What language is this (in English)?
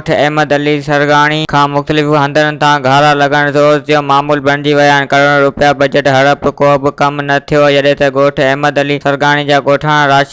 Sindhi